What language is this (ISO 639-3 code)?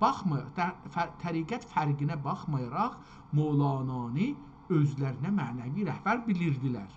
azb